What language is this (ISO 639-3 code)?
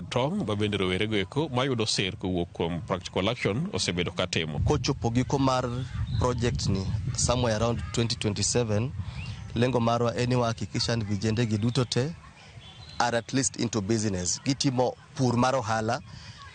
luo